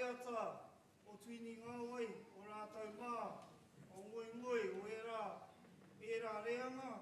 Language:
Māori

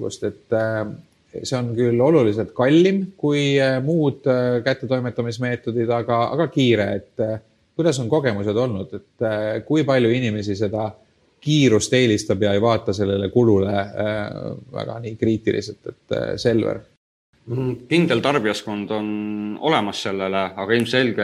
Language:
Estonian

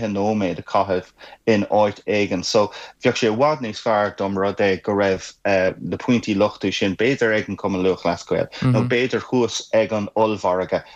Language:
Irish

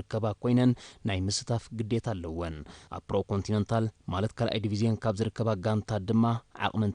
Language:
Tigrinya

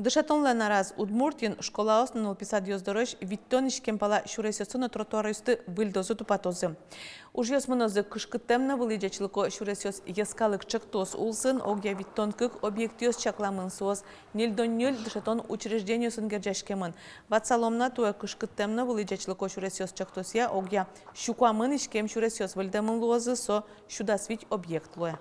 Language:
Udmurt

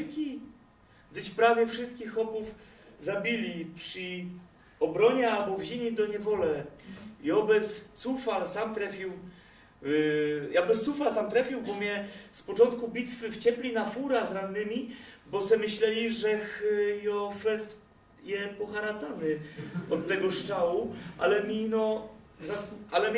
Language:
Silesian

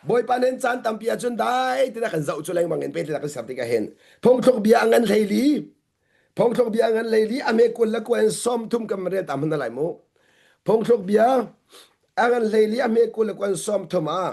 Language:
Hakha Chin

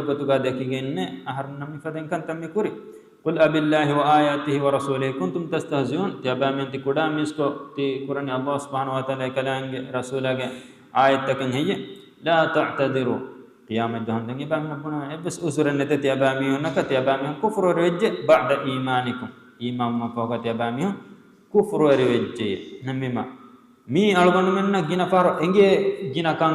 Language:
Divehi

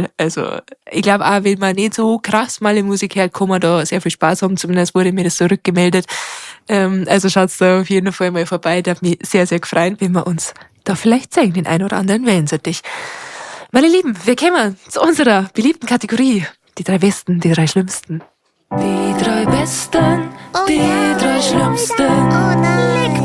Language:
Bavarian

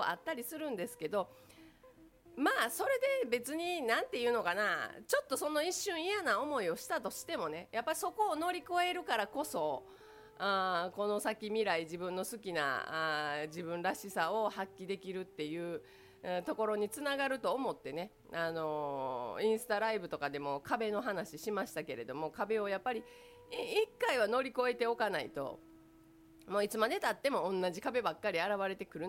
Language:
Japanese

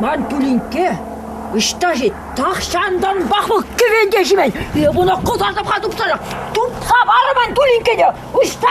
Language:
Chuvash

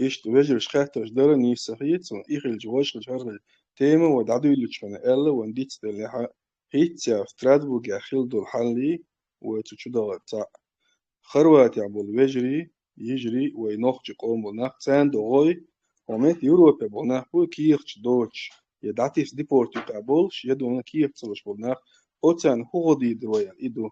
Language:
Chechen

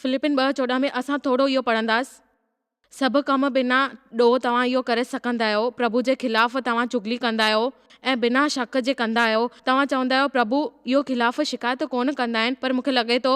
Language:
Sindhi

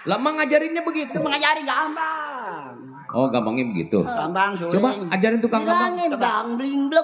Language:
Betawi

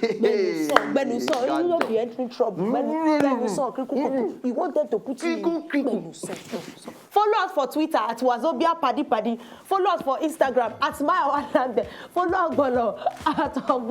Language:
Nigerian Pidgin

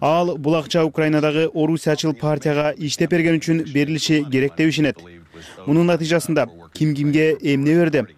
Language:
Kyrgyz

